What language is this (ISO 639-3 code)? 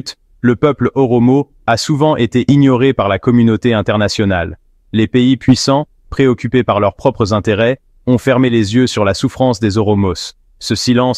fra